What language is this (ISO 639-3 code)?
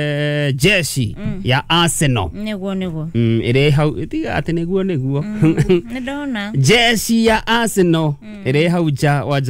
kik